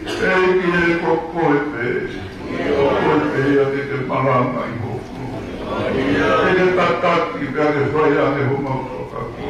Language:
Tongan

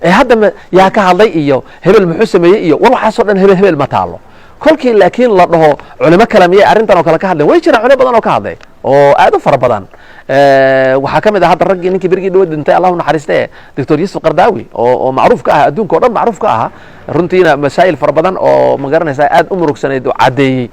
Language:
Somali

